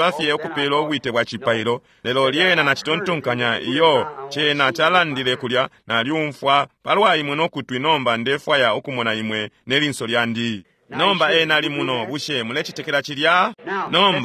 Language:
Bemba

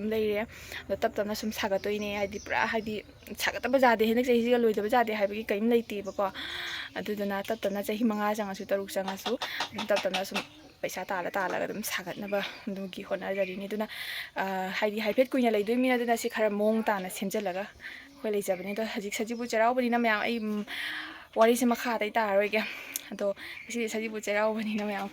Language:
Manipuri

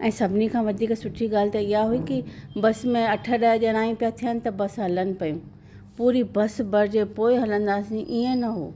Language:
Sindhi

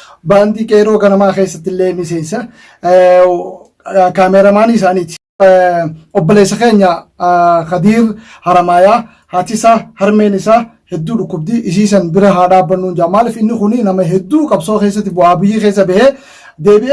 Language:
Oromo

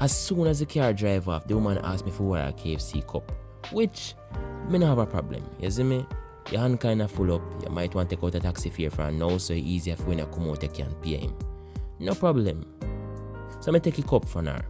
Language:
Jamaican Creole English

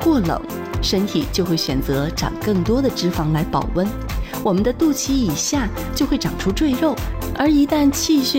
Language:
Chinese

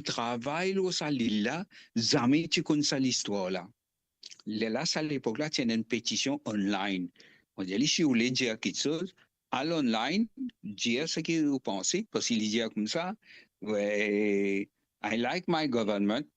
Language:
Morisyen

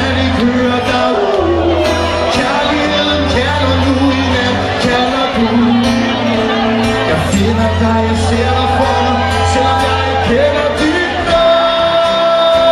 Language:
Danish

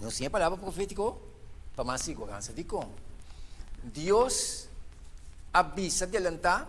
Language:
Papiamento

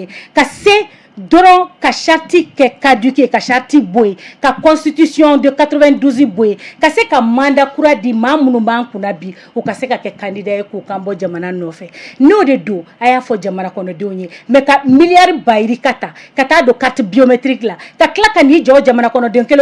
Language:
Bambara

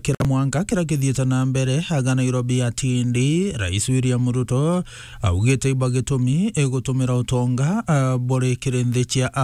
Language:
Meru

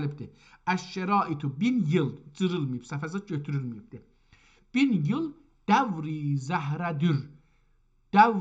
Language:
South Azerbaijani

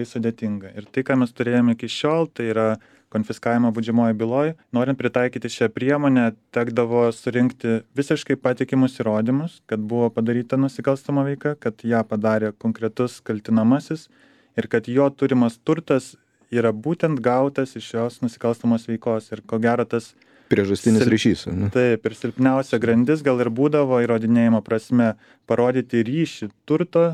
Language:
Lithuanian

